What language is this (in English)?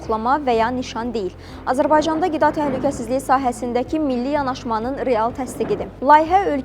Azerbaijani